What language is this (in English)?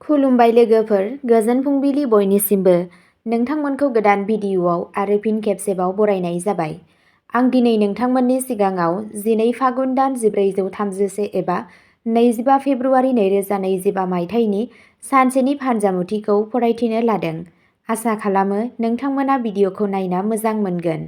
Bodo